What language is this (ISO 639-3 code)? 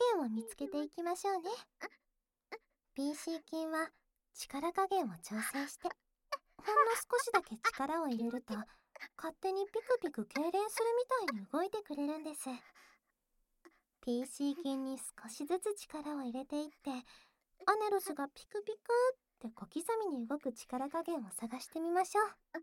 jpn